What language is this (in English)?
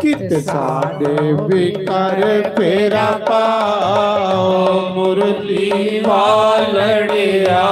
Dogri